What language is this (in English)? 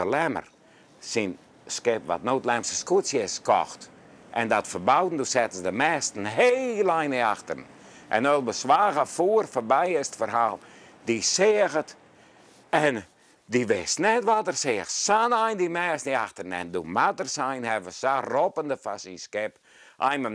Western Frisian